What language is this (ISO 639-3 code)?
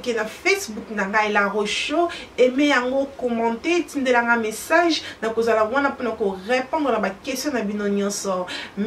lin